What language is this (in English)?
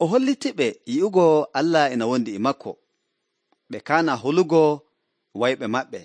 Nigerian Fulfulde